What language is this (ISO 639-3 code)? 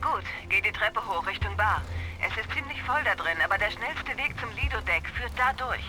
bar